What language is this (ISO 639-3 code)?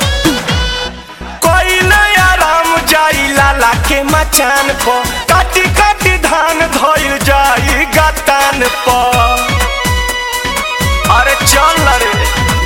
bho